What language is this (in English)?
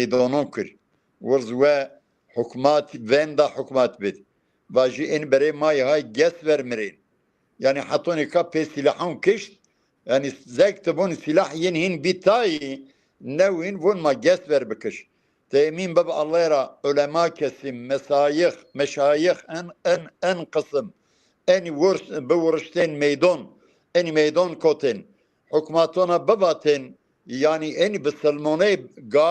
Zaza